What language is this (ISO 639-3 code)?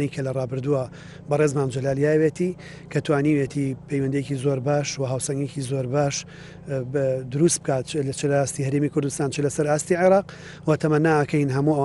ckb